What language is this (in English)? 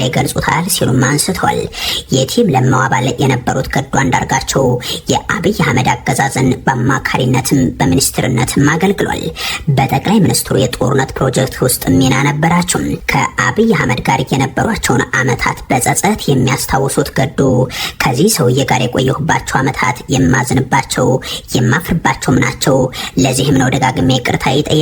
Amharic